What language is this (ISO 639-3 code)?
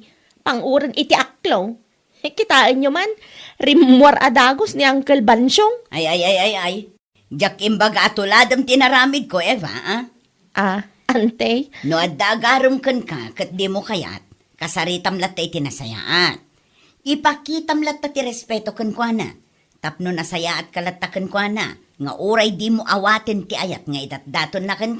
ilo